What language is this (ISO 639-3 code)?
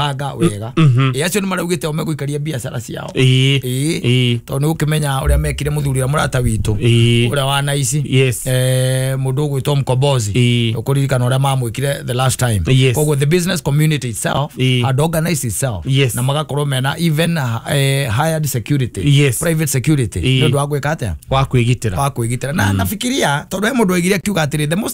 kik